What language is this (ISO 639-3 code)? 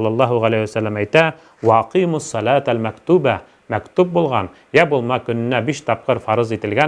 bak